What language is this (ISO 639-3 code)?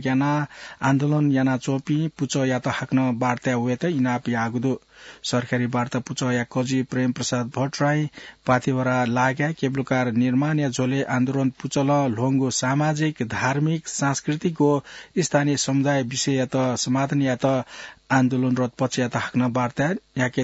new